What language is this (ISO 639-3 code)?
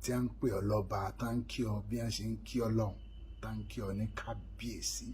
yor